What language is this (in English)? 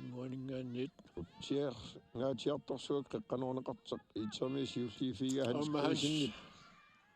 Kalaallisut